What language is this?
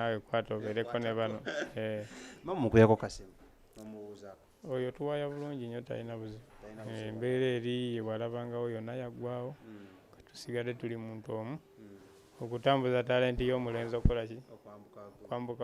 Ganda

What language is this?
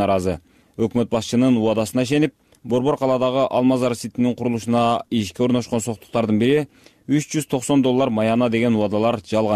Kyrgyz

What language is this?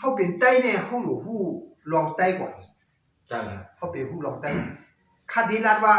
Shan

